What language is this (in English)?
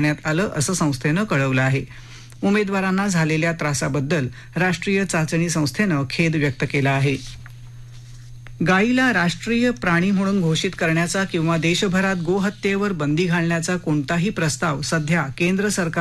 Marathi